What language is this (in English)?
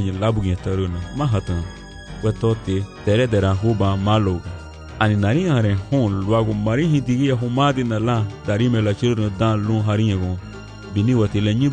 Garifuna